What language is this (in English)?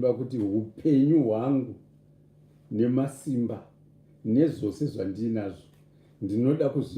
Shona